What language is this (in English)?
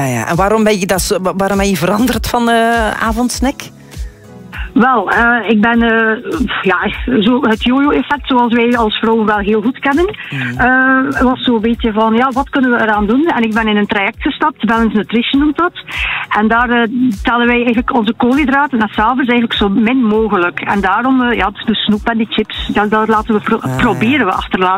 Dutch